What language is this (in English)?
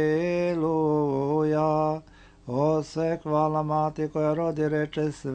Serbian